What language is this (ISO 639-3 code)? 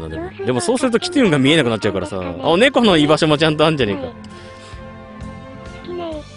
jpn